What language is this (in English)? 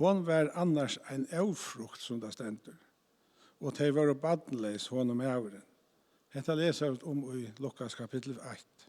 Faroese